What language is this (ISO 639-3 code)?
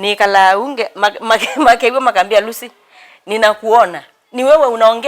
kam